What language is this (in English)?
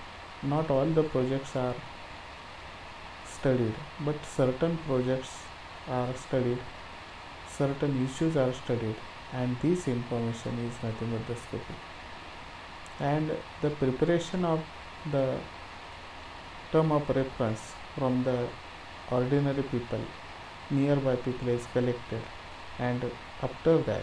English